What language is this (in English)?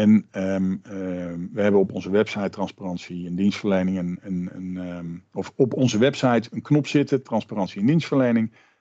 Dutch